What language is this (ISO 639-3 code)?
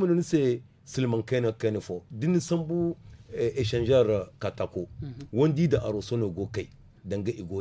dje